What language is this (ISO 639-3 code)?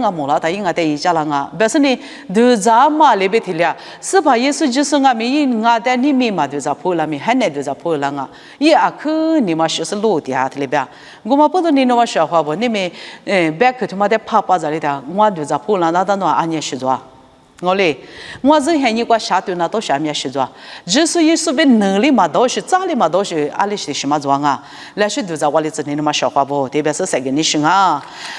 lis